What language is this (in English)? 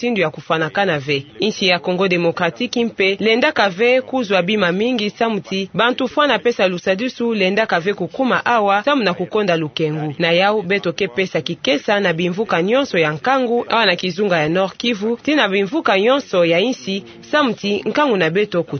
Kituba (Democratic Republic of Congo)